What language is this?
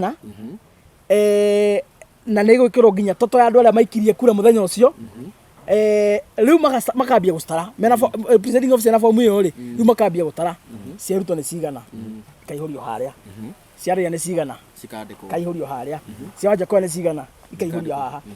Kikuyu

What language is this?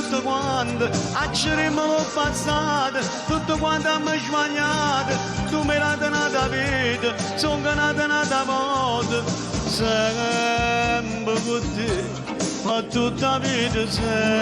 Neapolitan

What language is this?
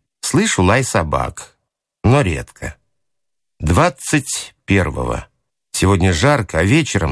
Russian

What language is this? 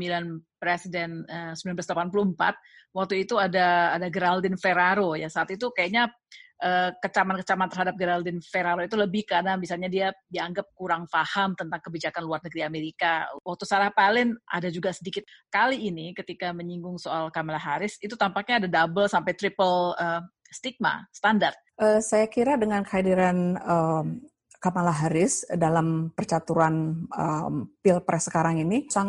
Indonesian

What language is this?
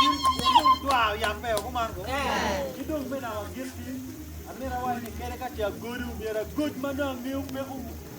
Acoli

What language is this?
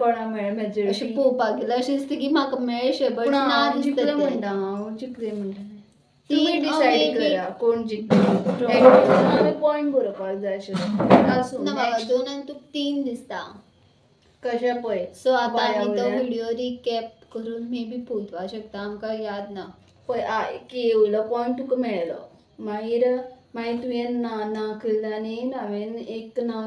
Konkani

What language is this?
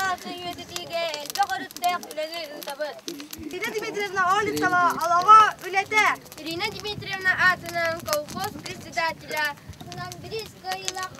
Yakut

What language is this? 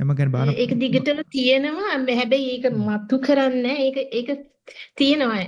Sinhala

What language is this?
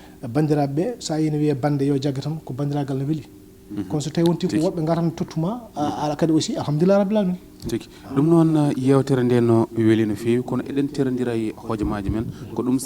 Fula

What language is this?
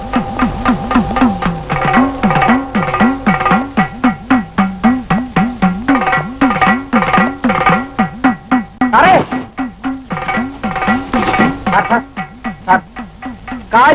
Malayalam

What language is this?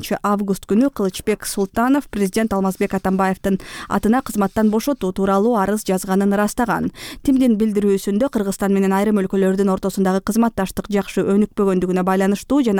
Kyrgyz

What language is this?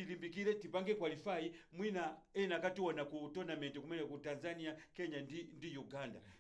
Nyanja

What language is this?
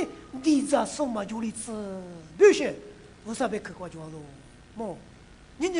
Lisu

